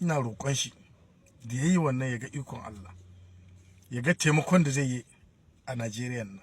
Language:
Hausa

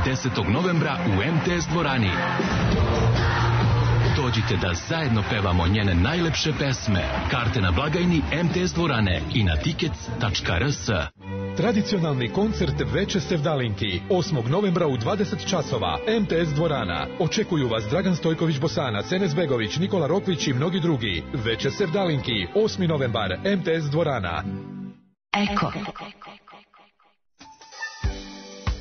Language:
Serbian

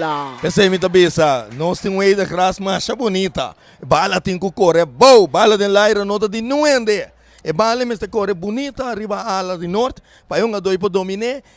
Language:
Papiamento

